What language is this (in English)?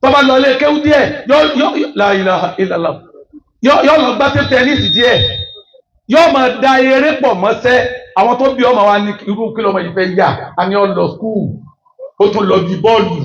Yoruba